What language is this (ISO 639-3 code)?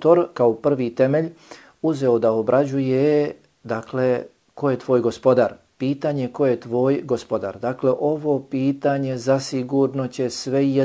bos